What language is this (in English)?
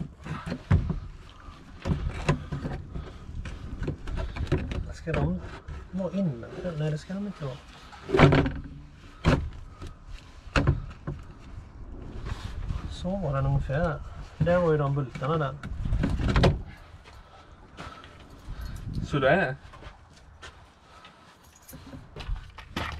Swedish